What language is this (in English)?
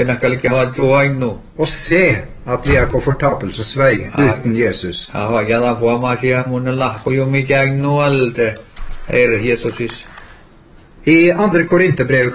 Norwegian